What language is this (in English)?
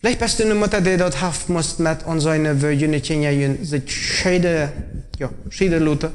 Plautdietsch